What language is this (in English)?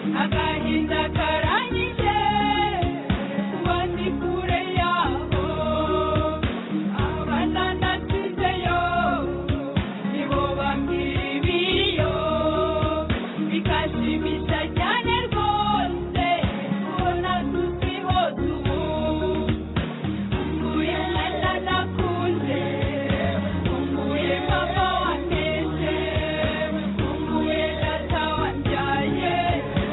Kinyarwanda